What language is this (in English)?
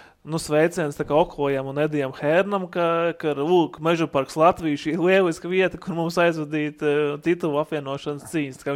Latvian